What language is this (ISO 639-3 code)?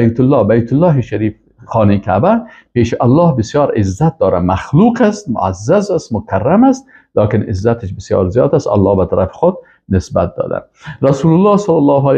fas